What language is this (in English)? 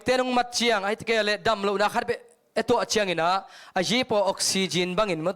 Tedim Chin